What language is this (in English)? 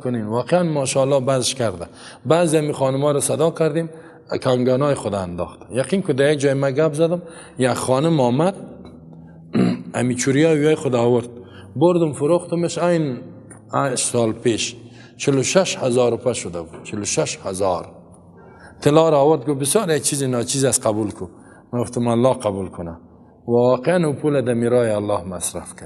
Persian